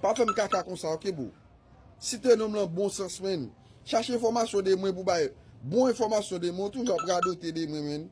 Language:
Haitian Creole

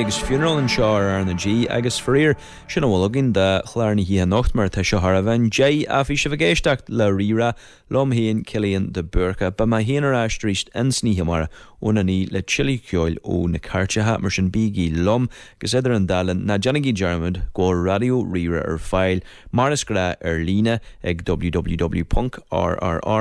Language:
Irish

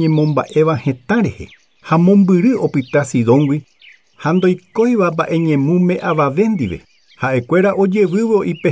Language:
Guarani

